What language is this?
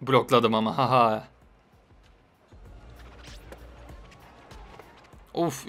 Turkish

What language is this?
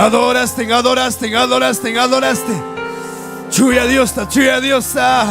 Ayacucho Quechua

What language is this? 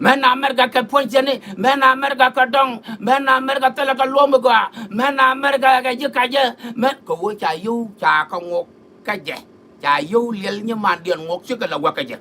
Nuer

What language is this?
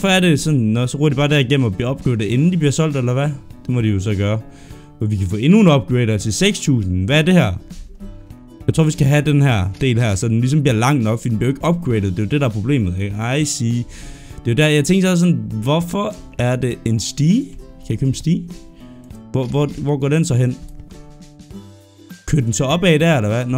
Danish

